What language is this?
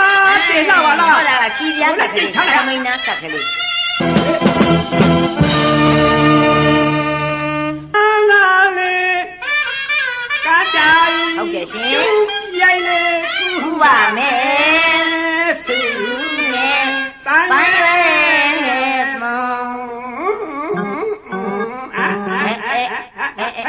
Burmese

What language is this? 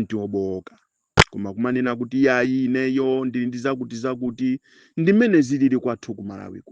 Nyanja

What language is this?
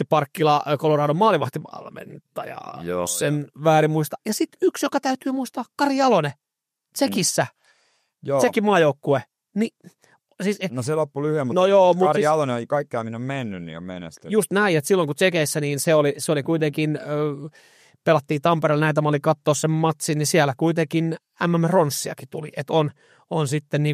Finnish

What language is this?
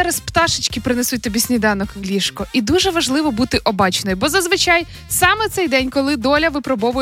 Ukrainian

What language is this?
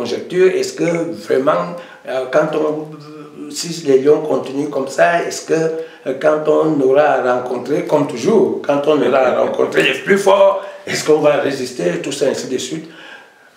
French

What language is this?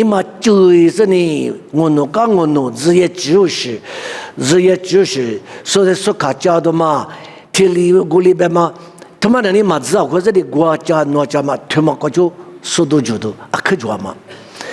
Lisu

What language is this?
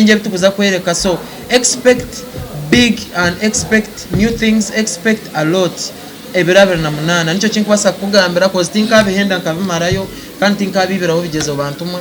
Nyankole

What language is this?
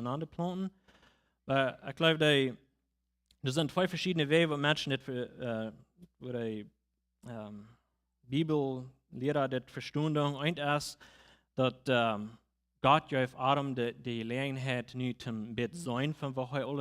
Plautdietsch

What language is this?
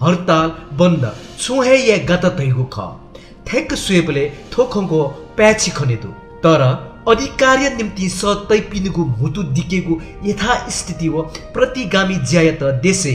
Newari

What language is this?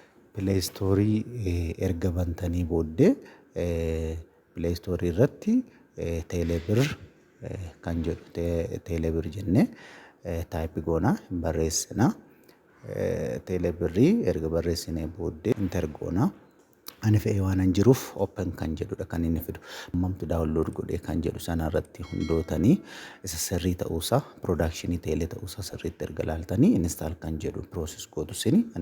Oromo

